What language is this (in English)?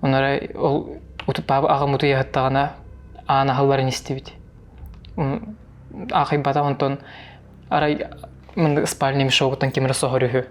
Yakut